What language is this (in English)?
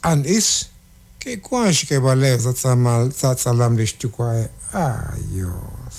Kekchí